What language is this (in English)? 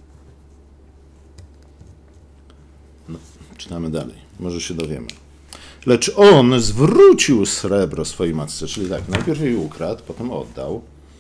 Polish